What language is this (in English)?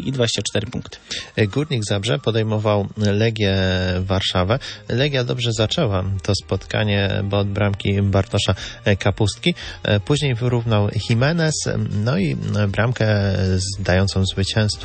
Polish